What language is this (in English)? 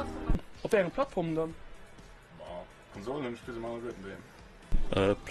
Luxembourgish